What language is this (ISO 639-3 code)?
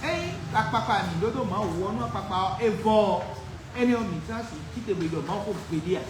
fon